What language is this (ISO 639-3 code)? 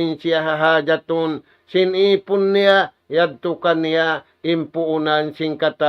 tsg